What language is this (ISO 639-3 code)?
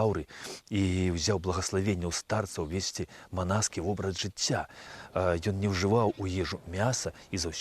bel